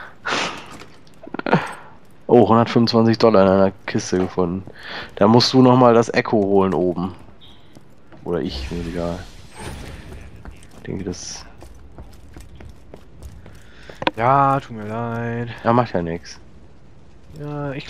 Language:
German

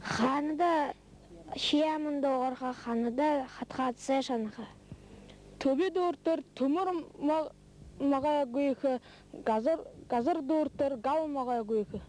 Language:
Buriat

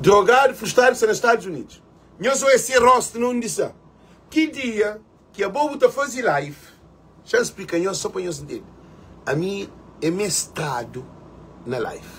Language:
Kabuverdianu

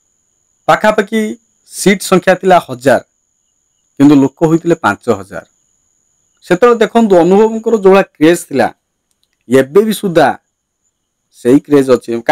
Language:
Odia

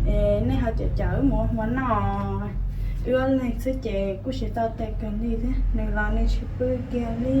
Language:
Hmong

